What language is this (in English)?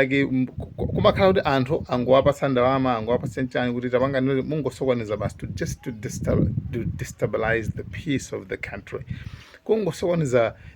Nyanja